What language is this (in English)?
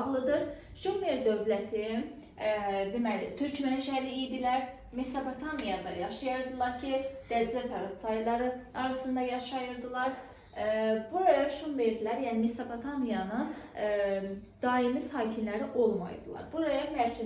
Azerbaijani